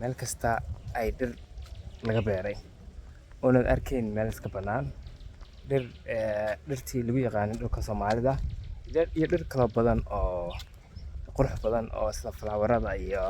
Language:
Somali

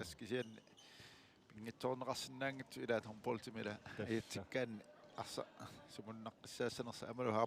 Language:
Kalaallisut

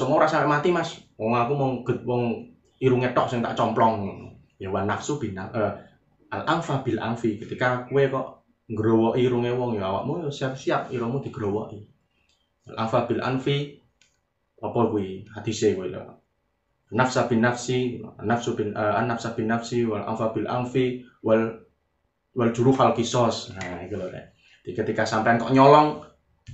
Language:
Javanese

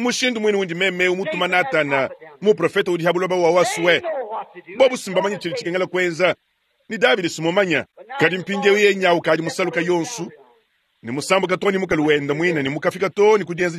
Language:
Luba-Lulua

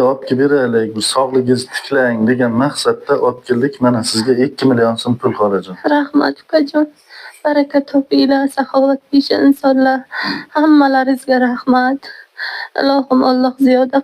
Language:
Uzbek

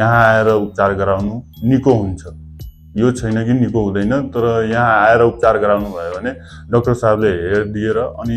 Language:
Nepali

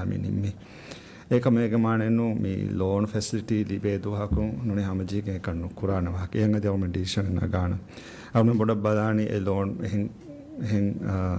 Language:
Divehi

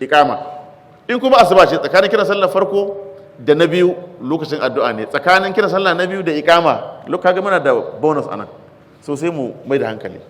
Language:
Hausa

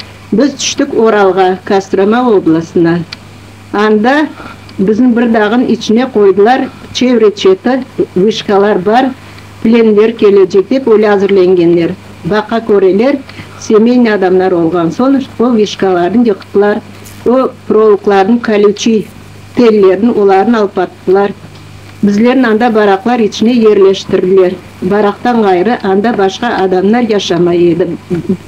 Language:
Crimean Tatar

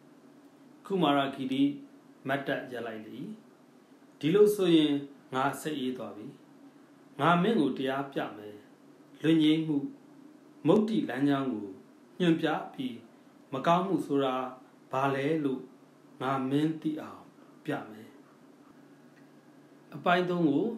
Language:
Burmese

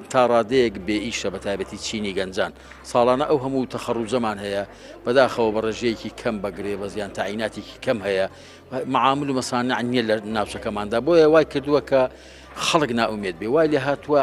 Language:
Central Kurdish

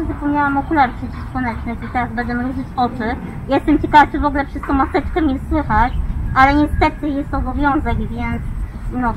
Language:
Polish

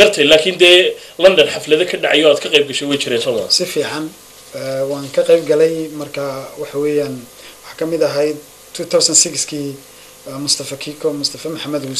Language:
Somali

